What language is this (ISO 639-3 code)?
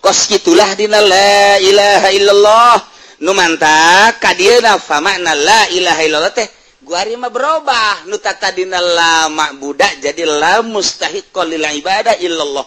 sun